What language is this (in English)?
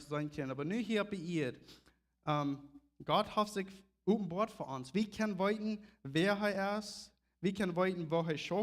Plautdietsch